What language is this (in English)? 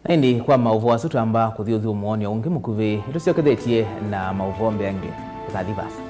Kamba